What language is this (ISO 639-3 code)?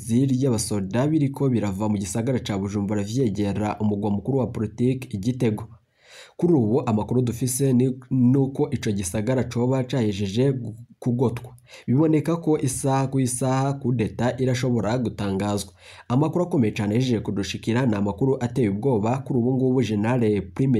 run